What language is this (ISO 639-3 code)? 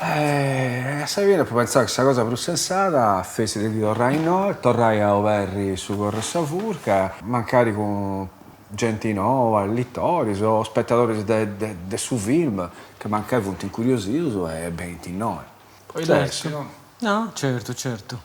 srd